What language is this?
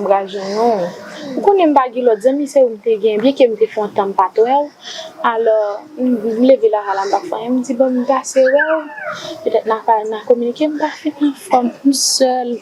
Haitian Creole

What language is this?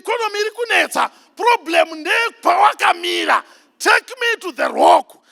Shona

